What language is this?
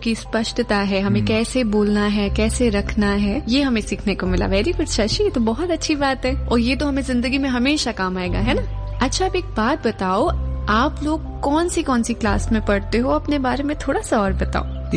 Hindi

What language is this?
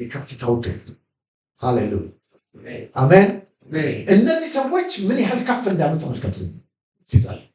Amharic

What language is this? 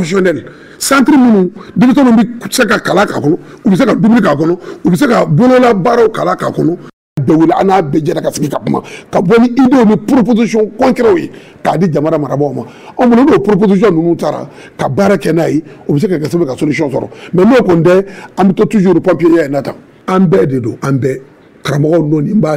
Bambara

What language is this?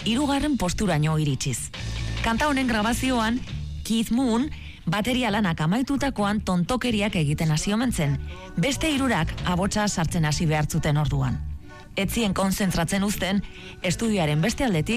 Basque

